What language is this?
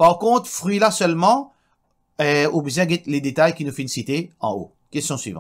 Morisyen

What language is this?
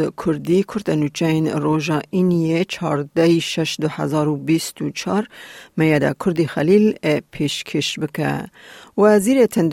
Kurdish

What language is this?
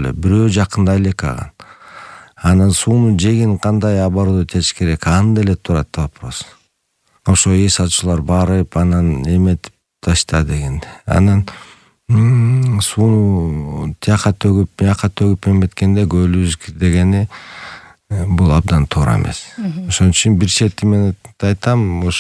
Kyrgyz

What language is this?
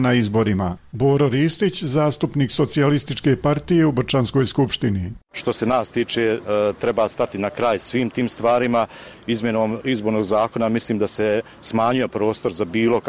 Bosnian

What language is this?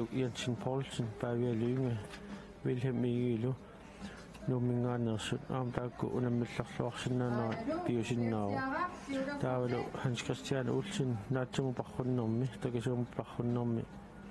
Kalaallisut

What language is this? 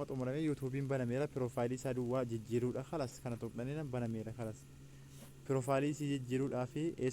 Oromo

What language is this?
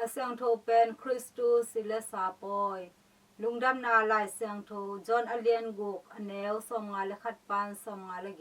Tedim Chin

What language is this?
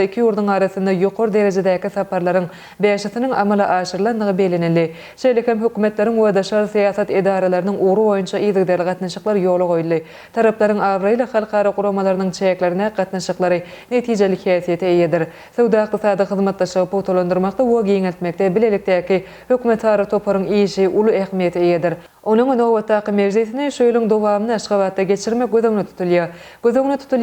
Turkmen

